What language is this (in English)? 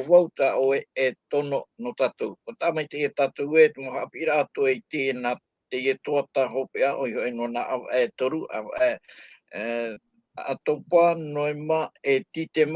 Tahitian